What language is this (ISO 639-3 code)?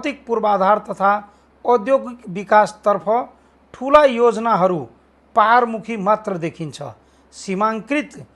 nep